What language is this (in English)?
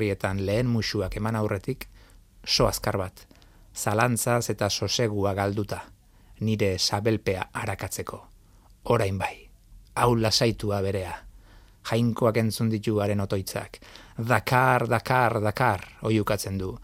Basque